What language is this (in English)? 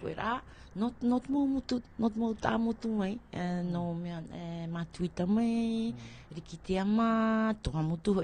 Tahitian